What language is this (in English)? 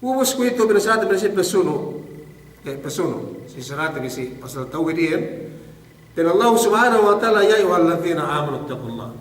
Yakan